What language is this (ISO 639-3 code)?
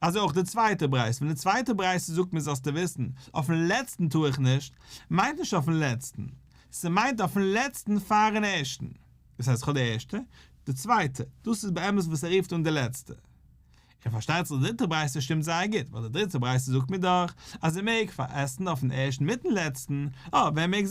yid